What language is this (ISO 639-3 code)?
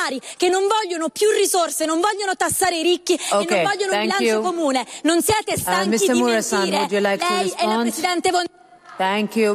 ita